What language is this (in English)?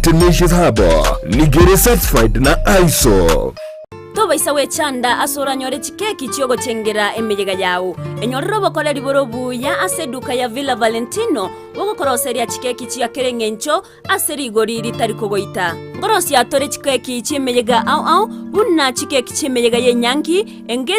Gusii